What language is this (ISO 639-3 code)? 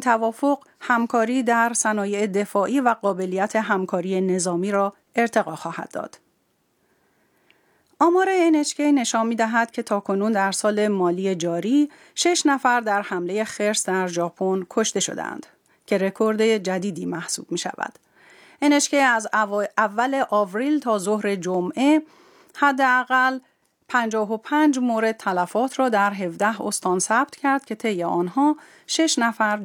fas